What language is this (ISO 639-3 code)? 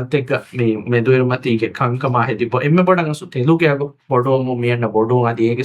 div